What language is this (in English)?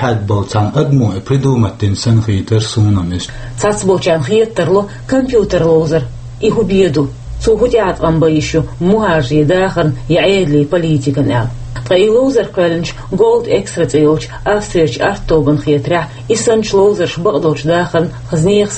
Chechen